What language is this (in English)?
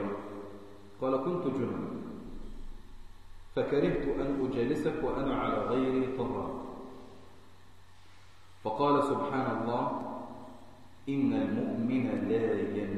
Arabic